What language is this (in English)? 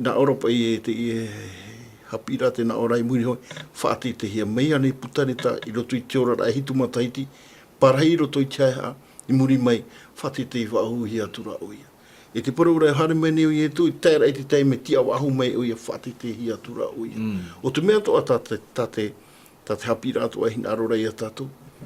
Tahitian